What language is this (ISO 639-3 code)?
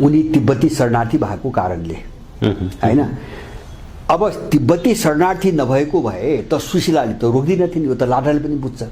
nep